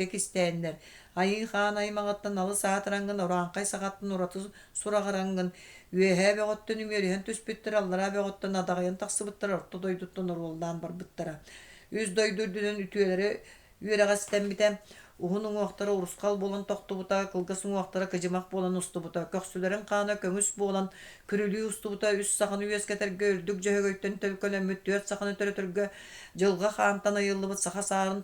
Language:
Yakut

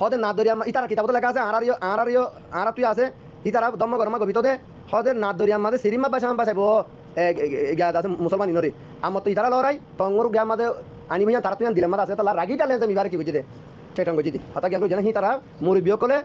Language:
Rohingya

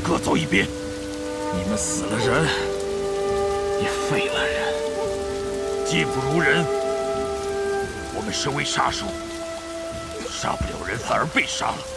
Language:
Chinese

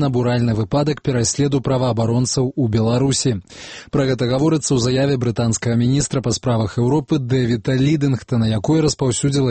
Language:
Belarusian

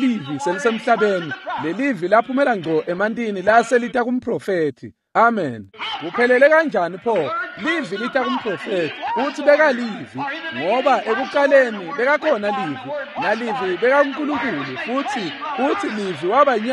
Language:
Swati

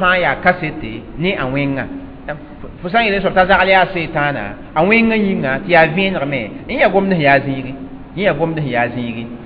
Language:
Mossi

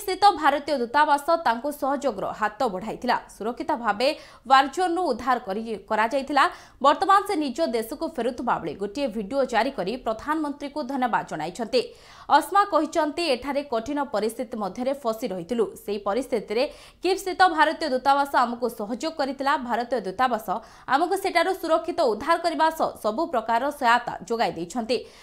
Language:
Odia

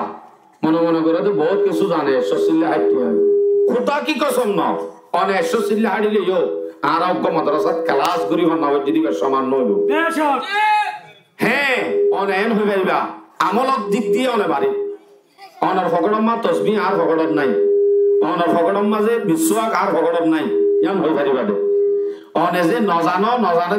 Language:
Rohingya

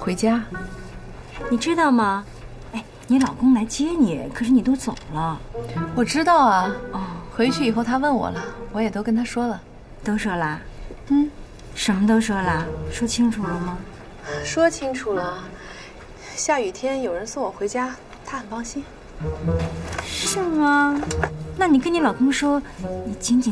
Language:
Chinese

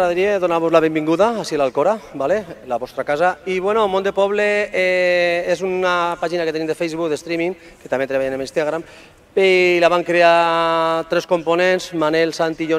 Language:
Catalan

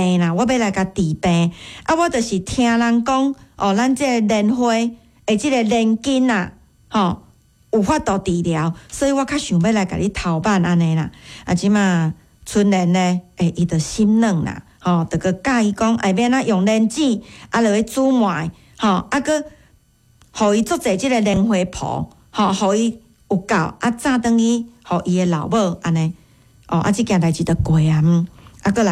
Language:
Min Nan Chinese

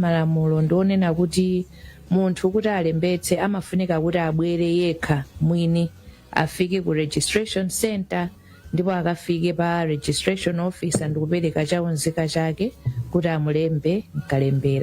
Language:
Nyanja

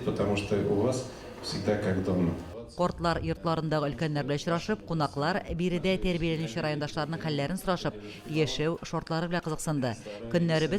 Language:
Tatar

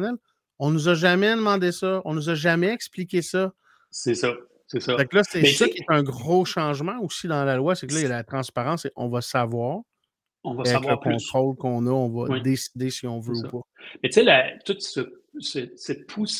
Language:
French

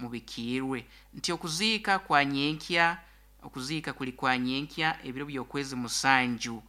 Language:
Nyankole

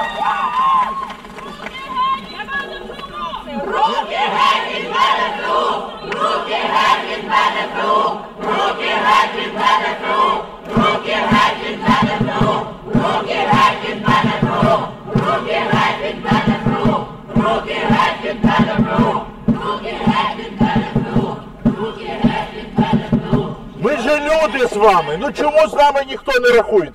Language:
Ukrainian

